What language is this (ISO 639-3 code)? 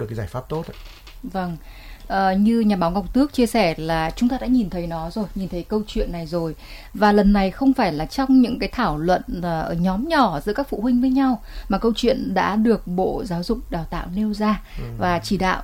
vie